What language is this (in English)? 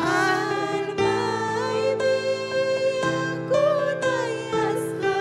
Ayacucho Quechua